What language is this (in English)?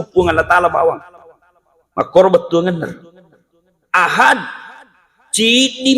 Buginese